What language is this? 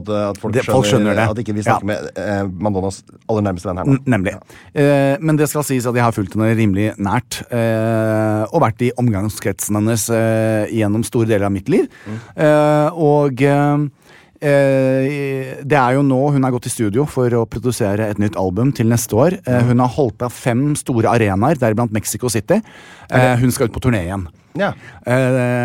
Norwegian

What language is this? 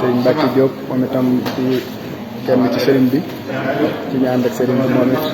Wolof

